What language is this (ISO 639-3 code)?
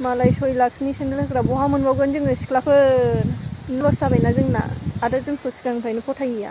brx